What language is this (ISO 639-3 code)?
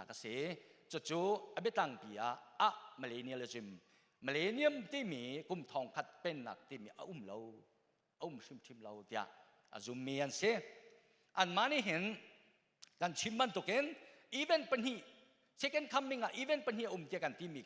cnh